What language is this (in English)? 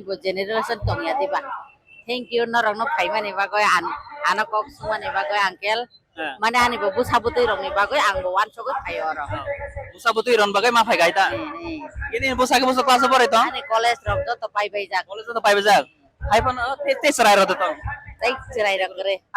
Kok Borok